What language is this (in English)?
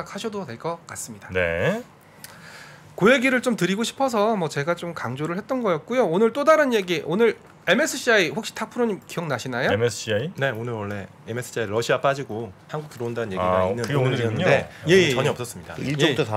Korean